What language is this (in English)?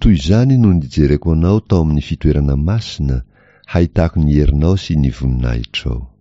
Malagasy